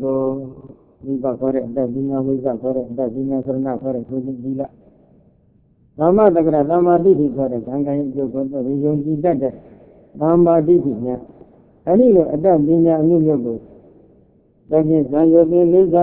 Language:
Burmese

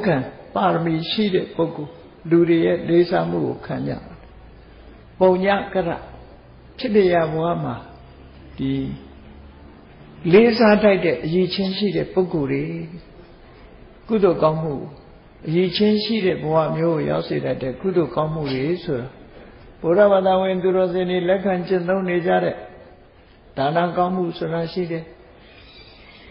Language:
Burmese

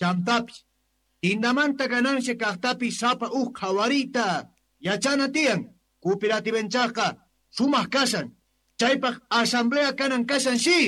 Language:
South Bolivian Quechua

